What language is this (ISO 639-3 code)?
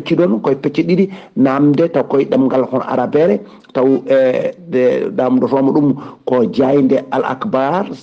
ful